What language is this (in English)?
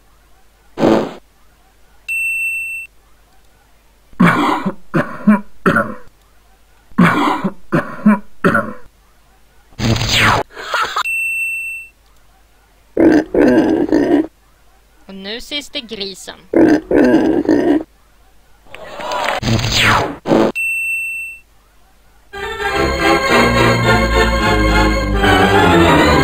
Swedish